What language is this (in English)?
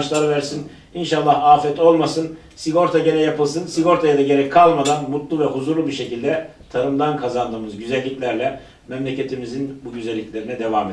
Turkish